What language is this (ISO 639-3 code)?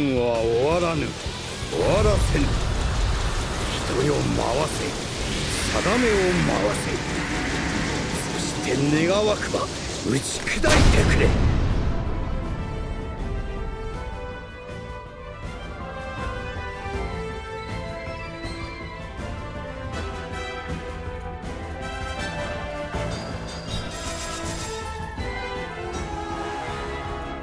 jpn